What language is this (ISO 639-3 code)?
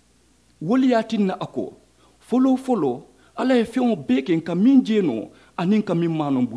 man